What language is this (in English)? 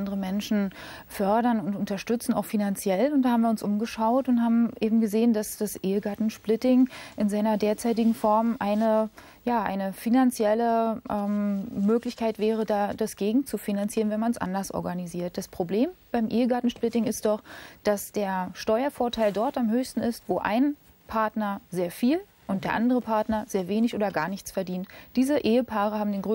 German